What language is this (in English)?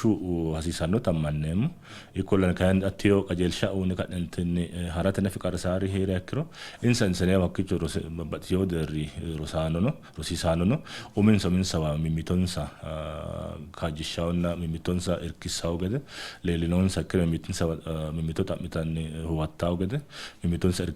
Sidamo